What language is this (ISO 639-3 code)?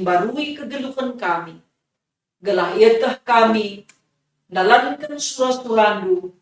btx